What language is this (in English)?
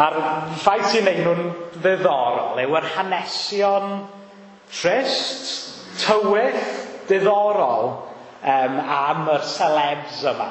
Welsh